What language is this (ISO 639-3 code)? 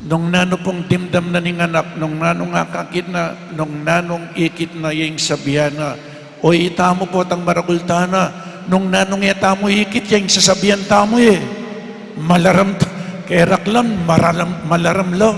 pam